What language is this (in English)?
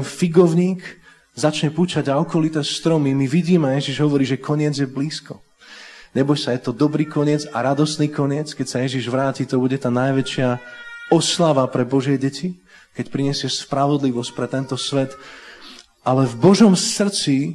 Slovak